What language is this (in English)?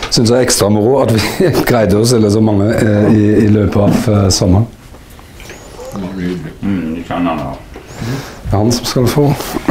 Norwegian